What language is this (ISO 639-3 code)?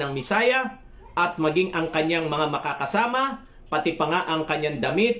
fil